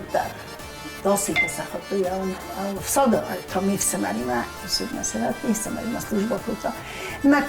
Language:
Ossetic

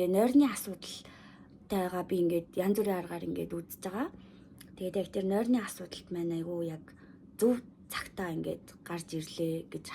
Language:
Mongolian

